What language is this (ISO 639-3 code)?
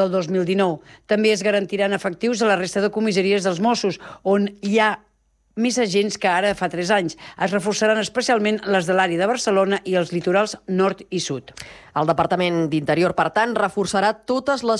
cat